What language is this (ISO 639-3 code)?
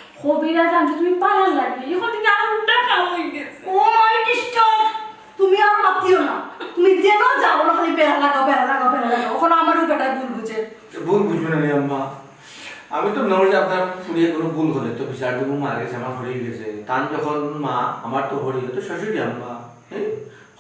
syl